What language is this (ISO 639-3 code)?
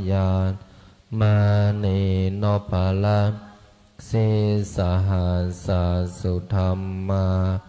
pli